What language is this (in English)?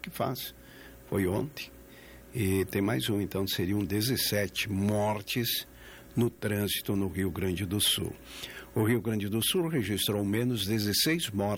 Portuguese